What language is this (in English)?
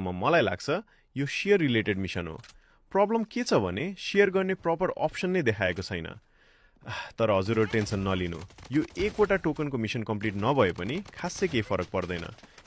Nepali